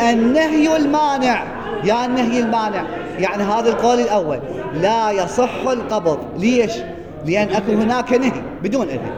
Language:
Mesopotamian Arabic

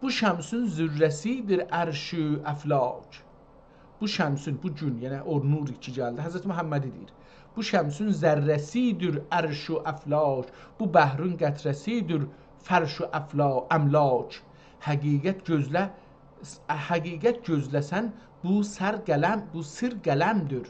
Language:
South Azerbaijani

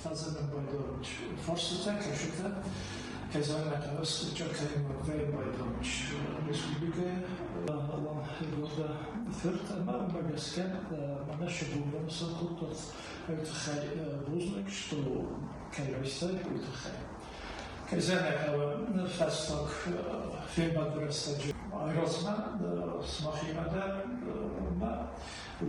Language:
Ossetic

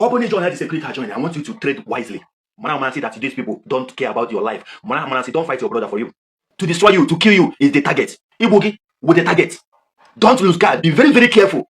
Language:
Igbo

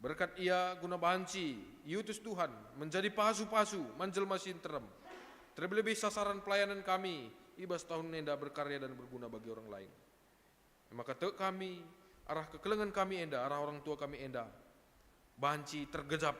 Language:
Batak Karo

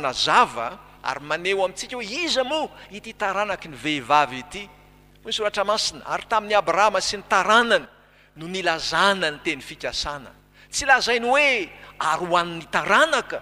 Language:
Malagasy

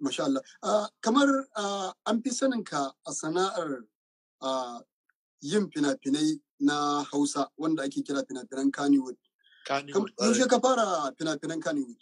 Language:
Hausa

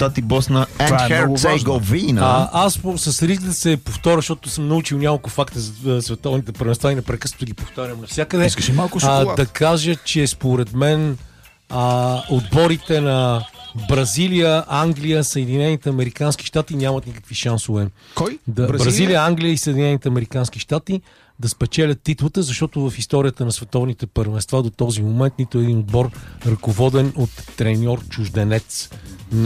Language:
Bulgarian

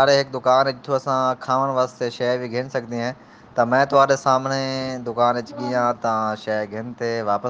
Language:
Saraiki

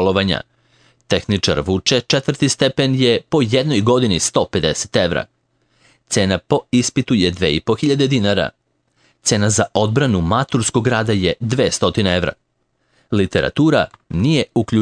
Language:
Serbian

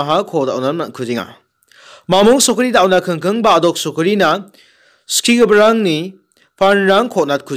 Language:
Garo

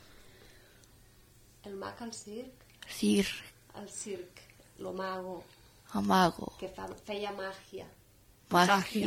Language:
Catalan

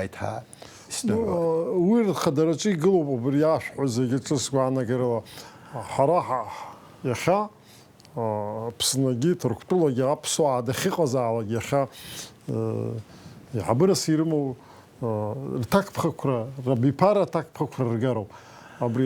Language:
Abkhazian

